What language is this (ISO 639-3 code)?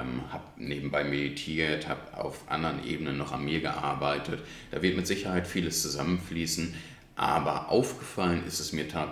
deu